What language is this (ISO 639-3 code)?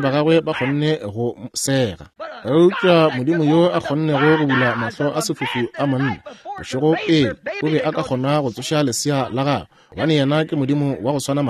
nso